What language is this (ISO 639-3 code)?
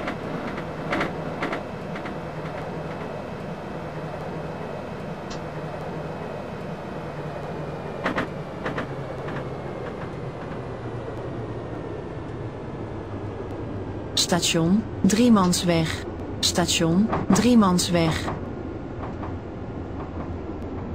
nld